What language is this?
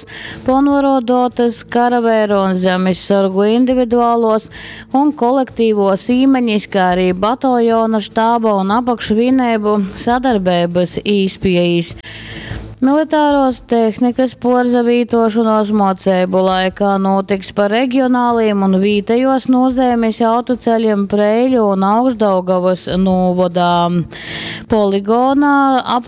Latgalian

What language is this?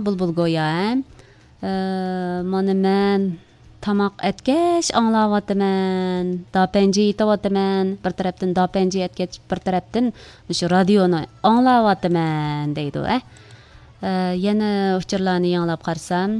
Uyghur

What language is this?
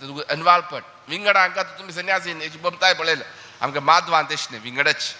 Konkani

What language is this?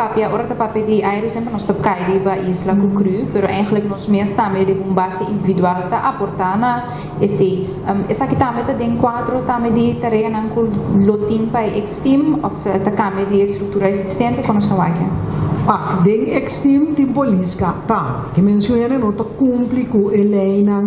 Papiamento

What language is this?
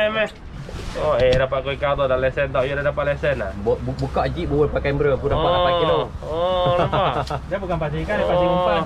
Malay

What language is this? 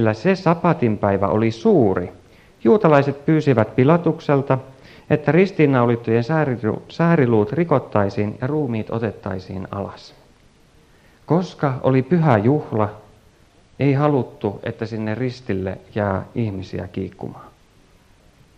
Finnish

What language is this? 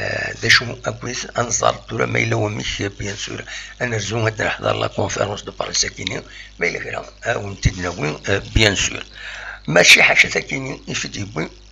Kabyle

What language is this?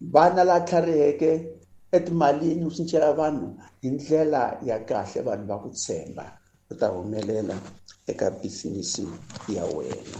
Tsonga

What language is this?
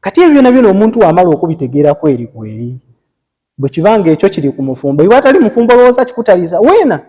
Ganda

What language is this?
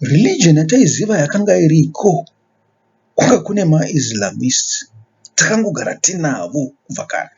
Shona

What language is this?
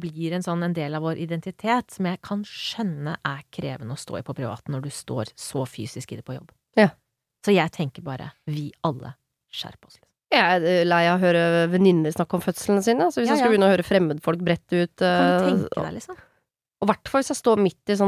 Norwegian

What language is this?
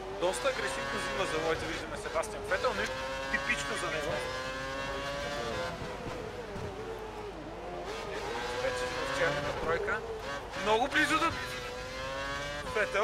Bulgarian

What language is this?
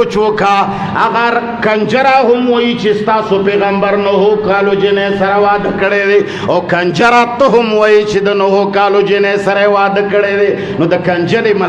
Pashto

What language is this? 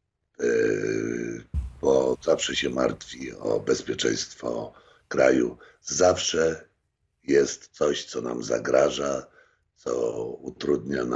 Polish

